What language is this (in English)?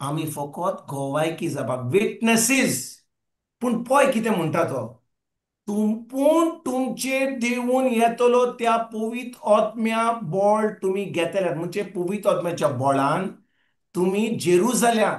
Konkani